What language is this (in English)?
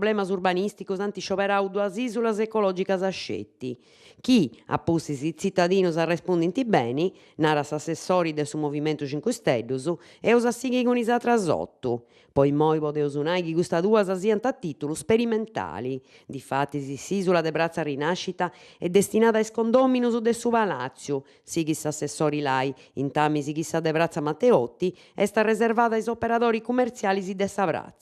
Sardinian